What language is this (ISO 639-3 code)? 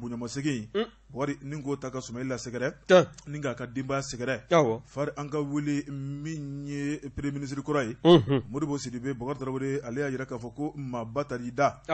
bam